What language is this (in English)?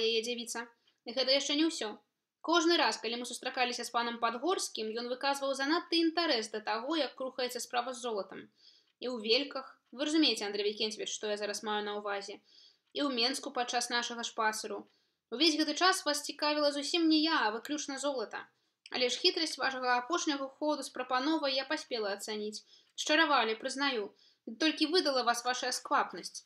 Belarusian